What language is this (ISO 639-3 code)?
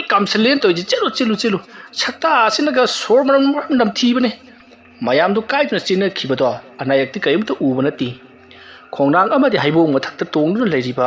mni